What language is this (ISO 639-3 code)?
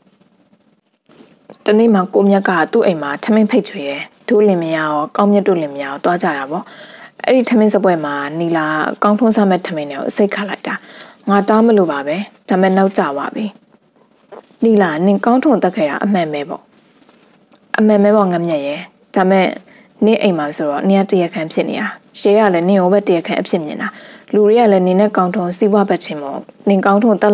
mya